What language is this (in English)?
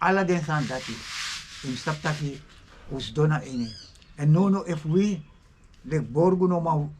Sranan Tongo